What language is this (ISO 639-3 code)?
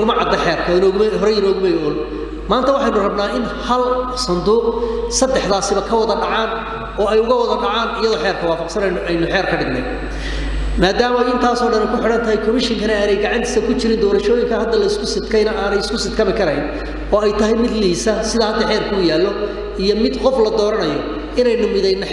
som